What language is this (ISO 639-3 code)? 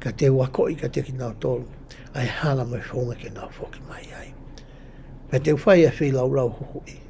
ton